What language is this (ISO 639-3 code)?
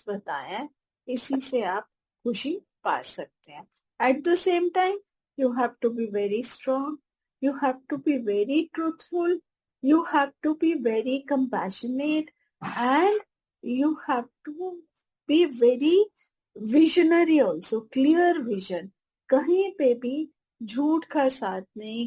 hin